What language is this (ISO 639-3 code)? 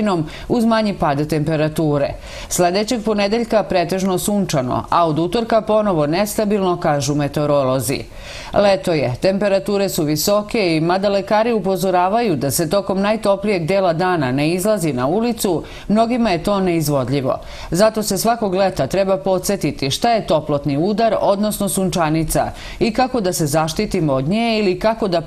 srp